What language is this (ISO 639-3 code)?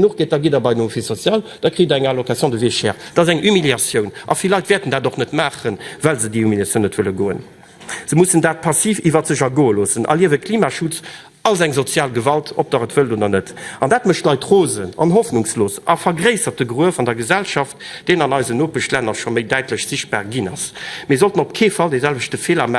ltz